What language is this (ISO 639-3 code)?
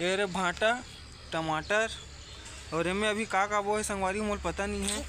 hne